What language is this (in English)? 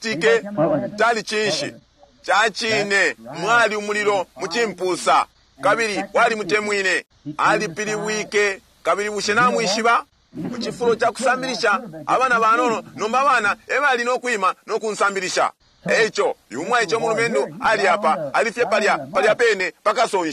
Bemba